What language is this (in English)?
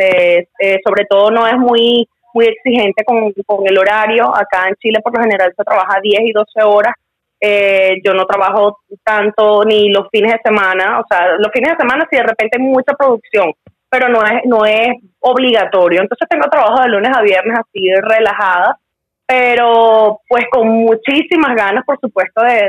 Spanish